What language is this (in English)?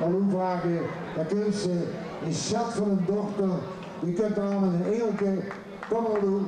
Limburgish